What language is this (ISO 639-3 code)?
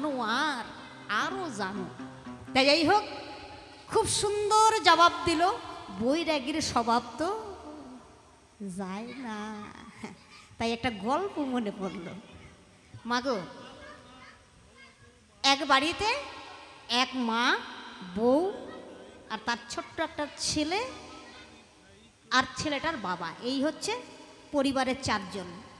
ben